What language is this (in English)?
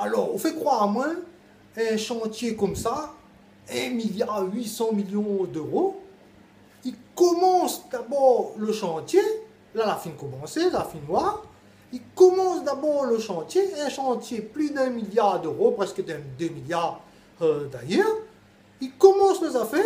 Réunion Creole French